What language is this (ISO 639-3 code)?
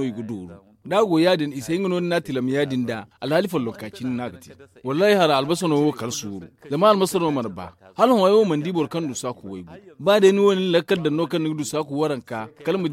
dje